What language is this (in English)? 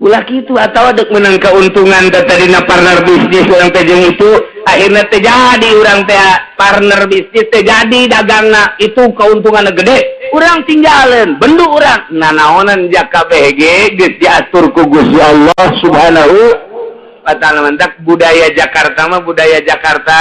Sundanese